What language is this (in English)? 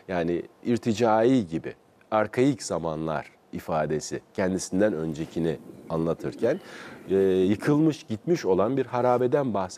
Turkish